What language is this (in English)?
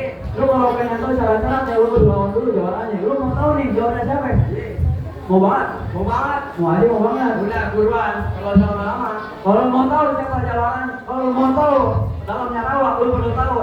Betawi